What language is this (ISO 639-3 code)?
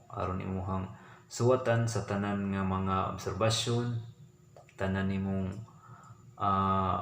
ceb